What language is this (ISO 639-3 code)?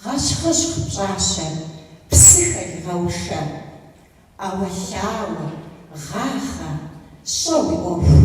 kbd